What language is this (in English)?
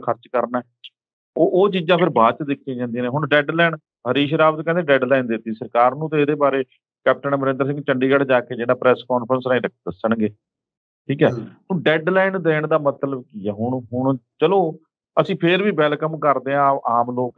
Punjabi